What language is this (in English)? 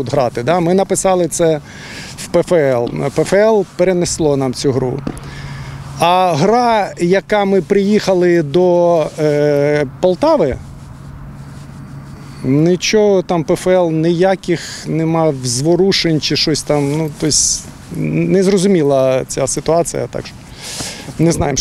Ukrainian